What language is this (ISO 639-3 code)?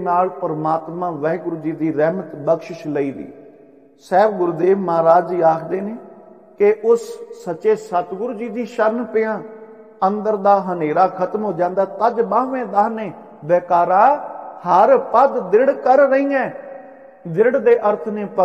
pan